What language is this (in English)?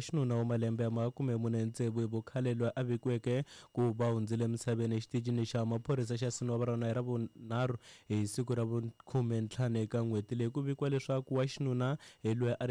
Tsonga